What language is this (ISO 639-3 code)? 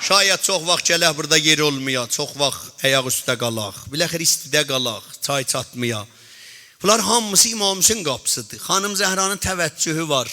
azb